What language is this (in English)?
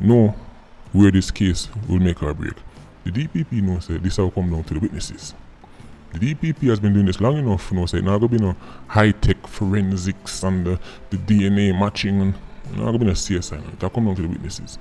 Jamaican Creole English